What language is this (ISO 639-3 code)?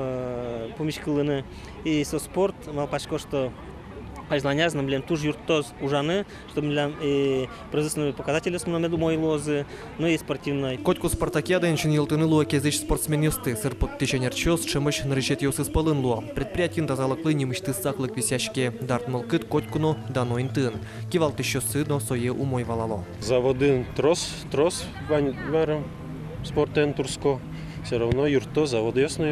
udm